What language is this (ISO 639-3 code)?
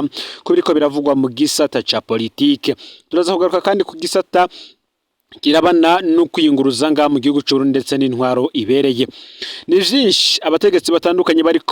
run